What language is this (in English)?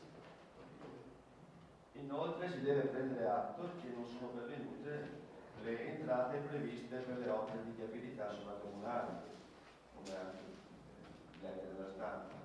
Italian